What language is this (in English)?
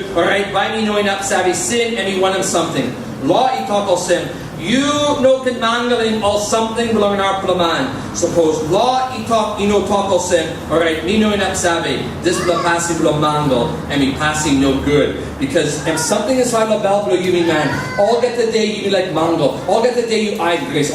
Tok Pisin